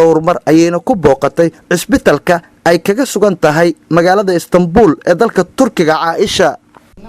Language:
Somali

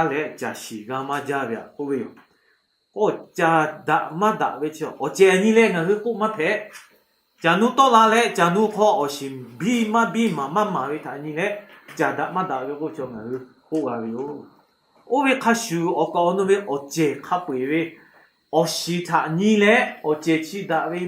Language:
Lahu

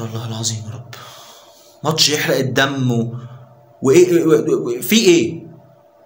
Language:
Egyptian Arabic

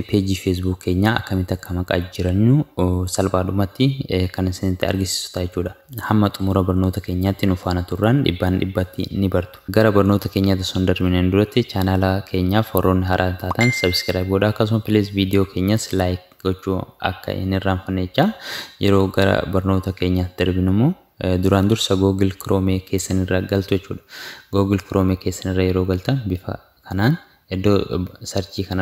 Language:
Oromo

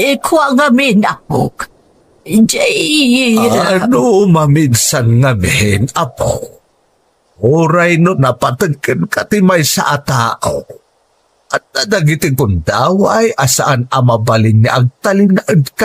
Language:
Iloko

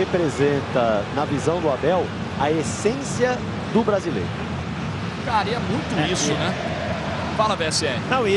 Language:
Portuguese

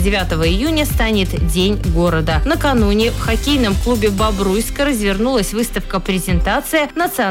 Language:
Russian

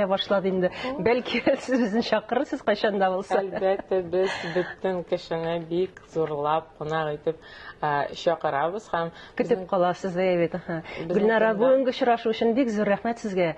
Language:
Tatar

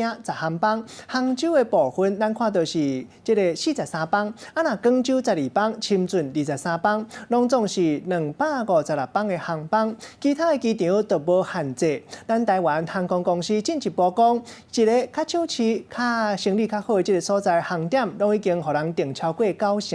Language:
Min Nan Chinese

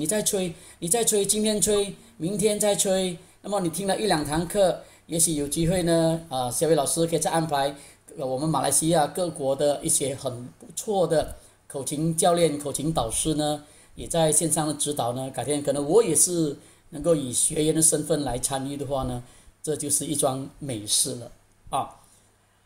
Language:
Chinese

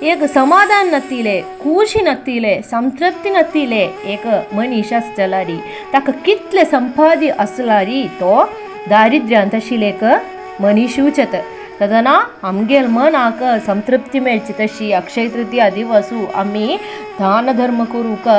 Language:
Konkani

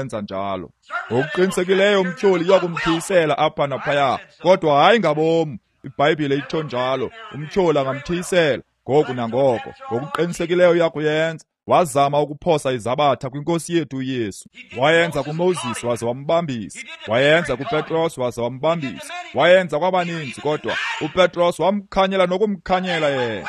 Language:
Xhosa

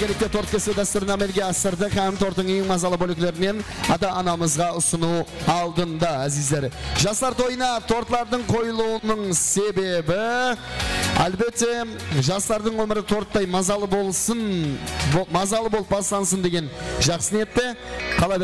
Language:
Kara-Kalpak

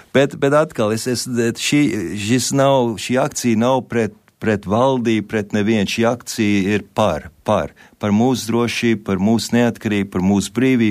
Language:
Latvian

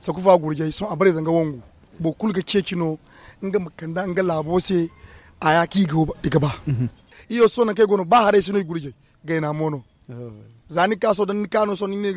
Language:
Zarma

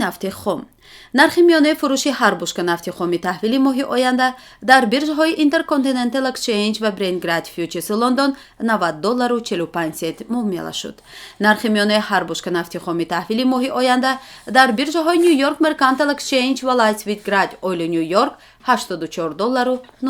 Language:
Tajik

